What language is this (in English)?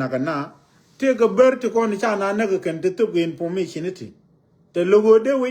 Nuer